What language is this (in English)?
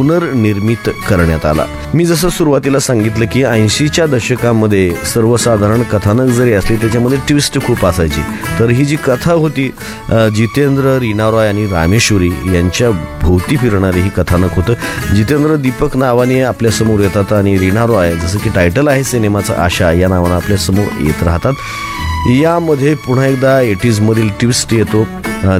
Marathi